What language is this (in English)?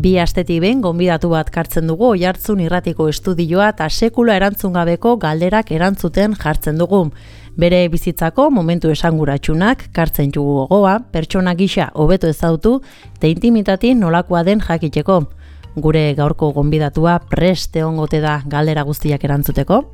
Basque